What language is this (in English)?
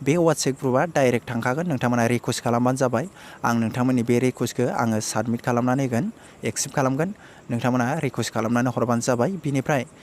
Bodo